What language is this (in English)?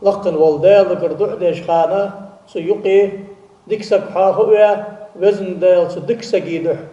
Ingush